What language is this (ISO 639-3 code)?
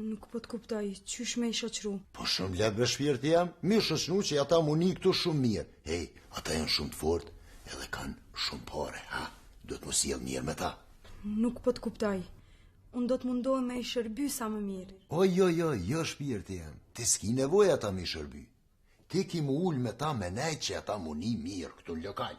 sqi